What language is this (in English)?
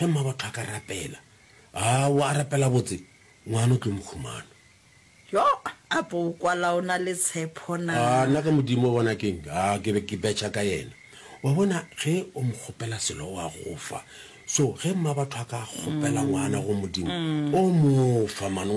Northern Sotho